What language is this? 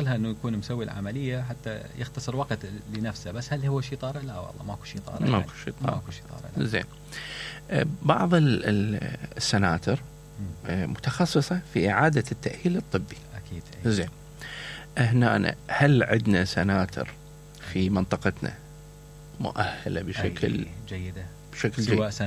Mesopotamian Arabic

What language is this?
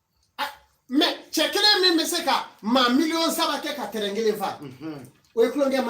Bambara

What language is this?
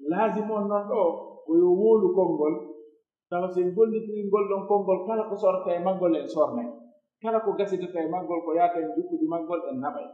Pular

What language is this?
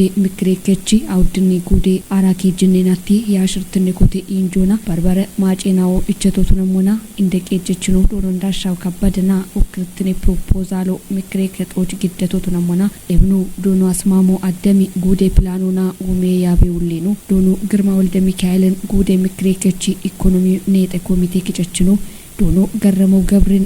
Kafa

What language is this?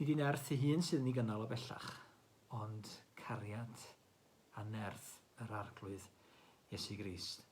Welsh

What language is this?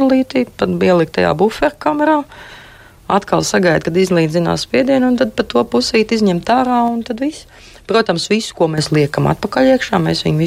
Latvian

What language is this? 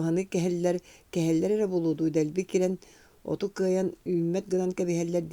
Yakut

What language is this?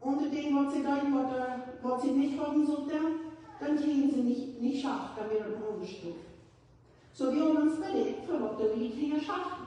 Plautdietsch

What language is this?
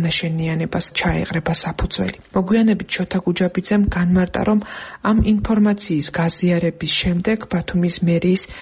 Georgian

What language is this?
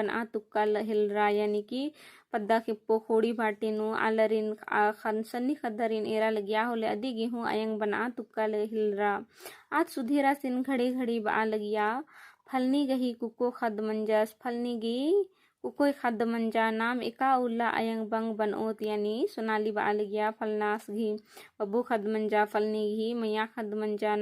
Kurukh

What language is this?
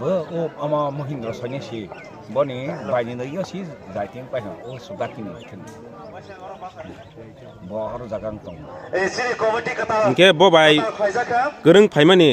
Kok Borok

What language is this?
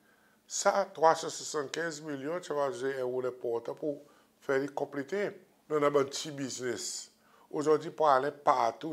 Seselwa Creole French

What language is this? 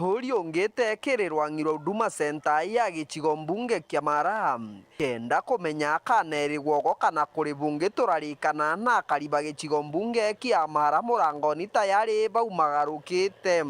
Meru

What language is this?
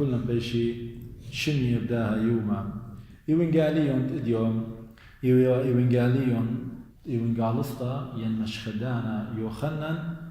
Assyrian Neo-Aramaic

